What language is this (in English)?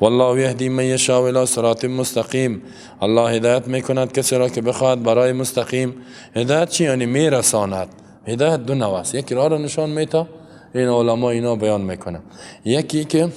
Persian